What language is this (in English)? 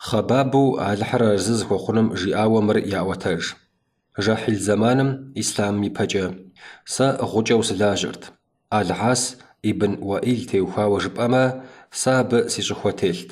Kabardian